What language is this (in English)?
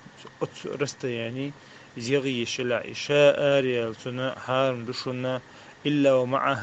Chechen